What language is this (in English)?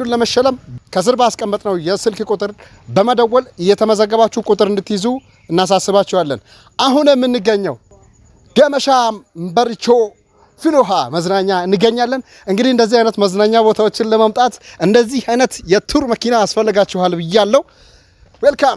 Amharic